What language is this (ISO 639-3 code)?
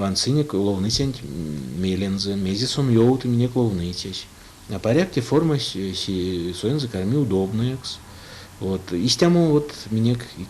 myv